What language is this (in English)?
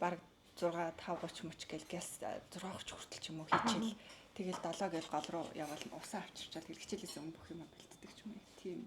Mongolian